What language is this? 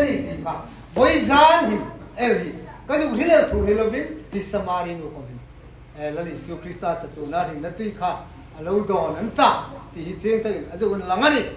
Hmar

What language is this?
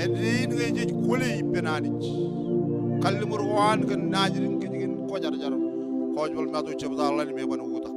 Marshallese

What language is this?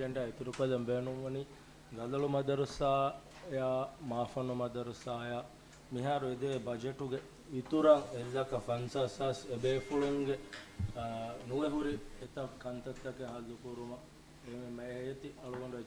Divehi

